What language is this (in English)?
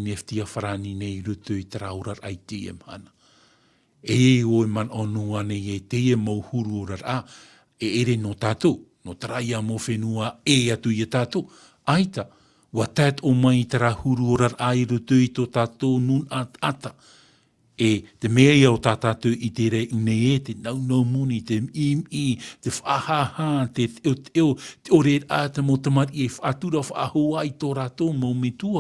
Tahitian